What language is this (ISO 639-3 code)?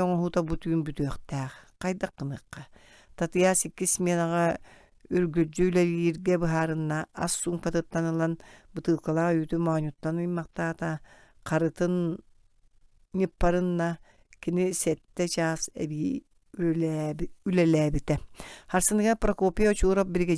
sah